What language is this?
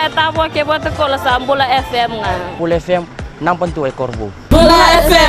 Fijian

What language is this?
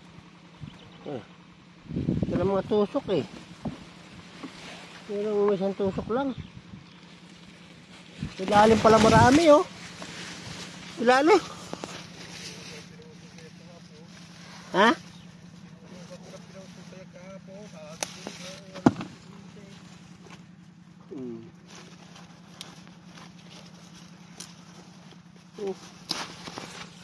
Filipino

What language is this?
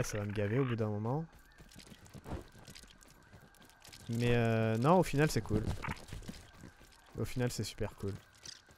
French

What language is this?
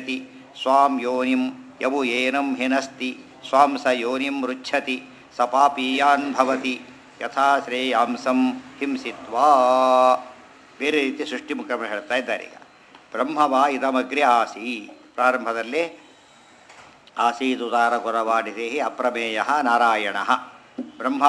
Kannada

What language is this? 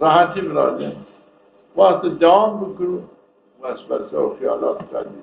Zaza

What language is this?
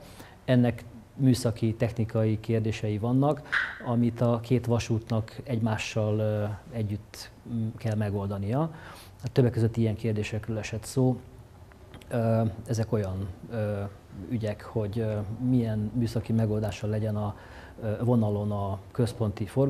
Hungarian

